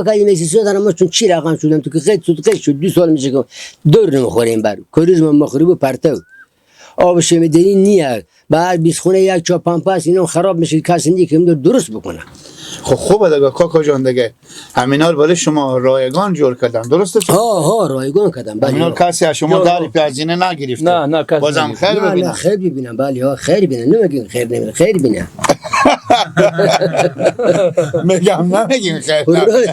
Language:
Persian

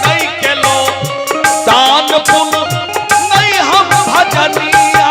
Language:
Maithili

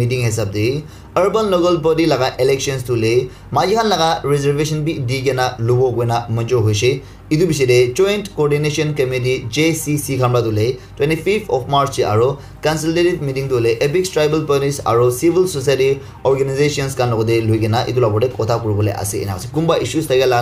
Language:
Naga Pidgin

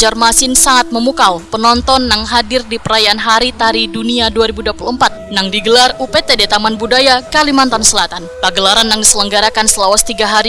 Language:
Banjar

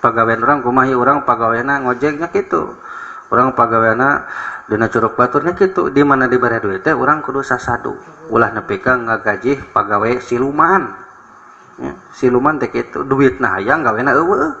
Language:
Sundanese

